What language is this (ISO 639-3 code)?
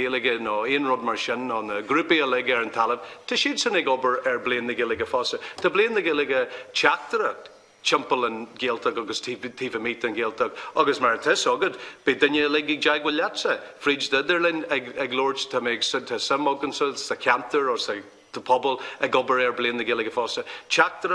gle